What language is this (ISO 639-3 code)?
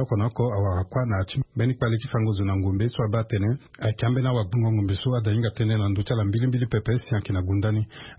sag